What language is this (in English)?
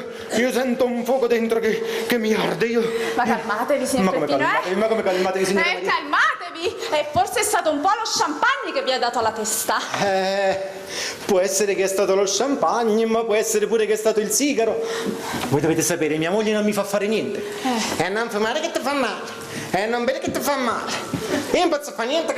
Neapolitan